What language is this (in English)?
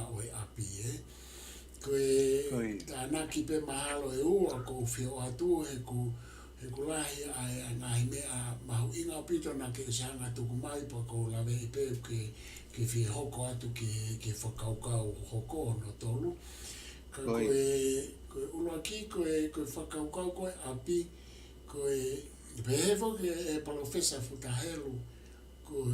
Tongan